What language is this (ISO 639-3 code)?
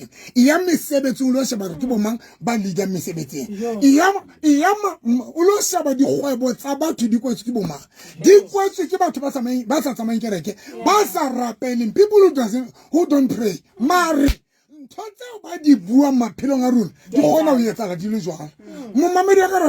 sot